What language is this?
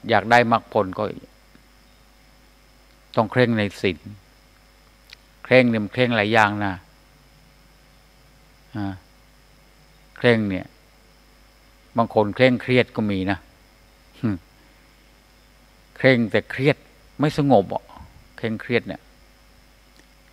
Thai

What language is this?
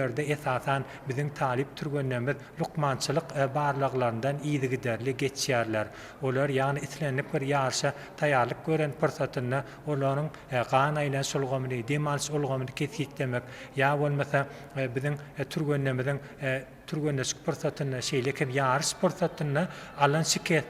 Turkmen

